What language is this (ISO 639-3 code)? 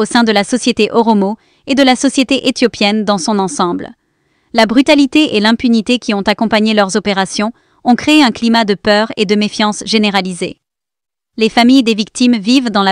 fra